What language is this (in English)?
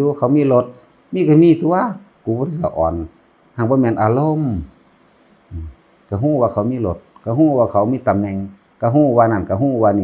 Northeastern Thai